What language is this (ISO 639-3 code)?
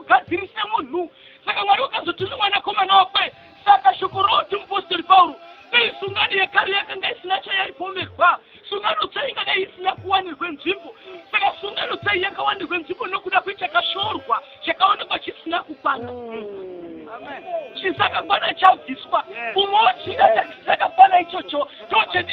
sna